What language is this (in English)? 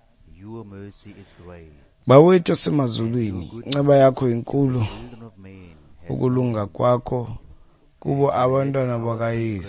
Xhosa